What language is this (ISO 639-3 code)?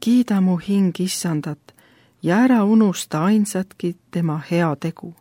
est